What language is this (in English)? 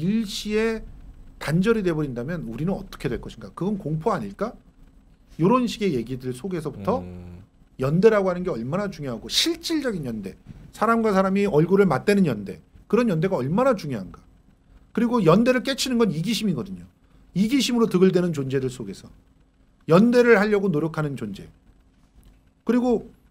Korean